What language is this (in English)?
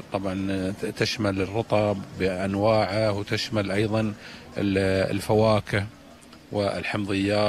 Gulf Arabic